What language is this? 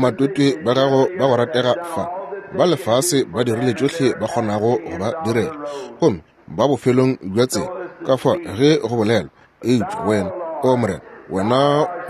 Northern Sotho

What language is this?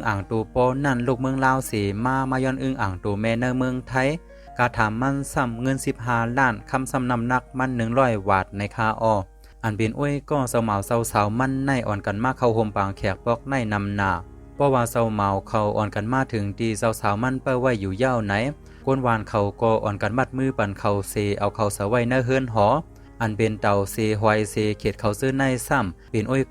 Shan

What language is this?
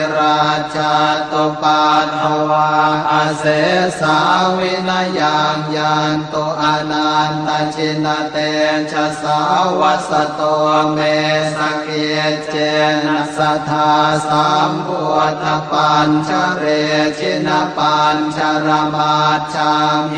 Pali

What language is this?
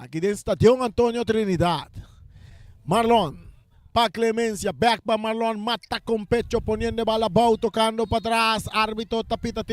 Papiamento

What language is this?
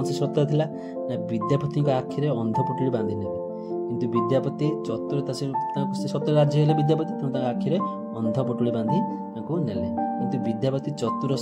Odia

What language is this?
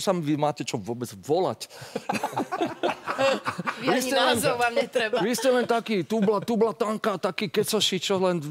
Slovak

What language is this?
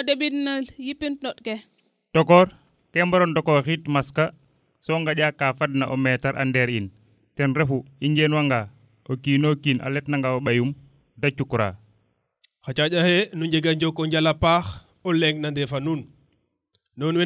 Serer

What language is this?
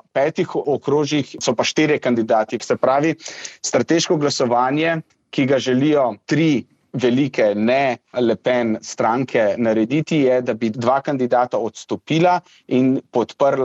Slovenian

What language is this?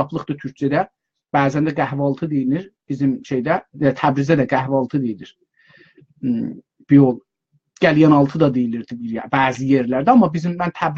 South Azerbaijani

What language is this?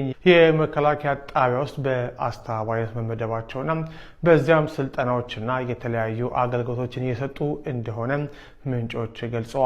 Amharic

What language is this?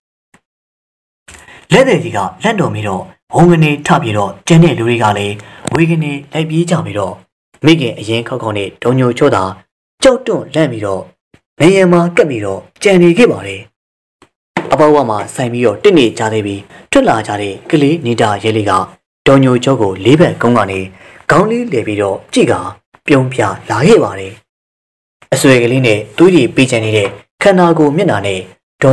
Burmese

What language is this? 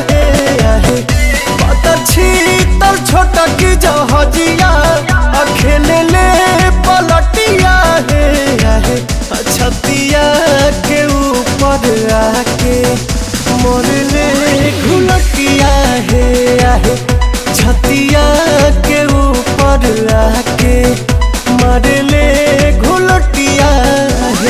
Bhojpuri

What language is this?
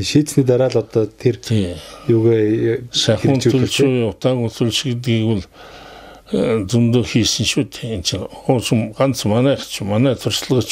Mongolian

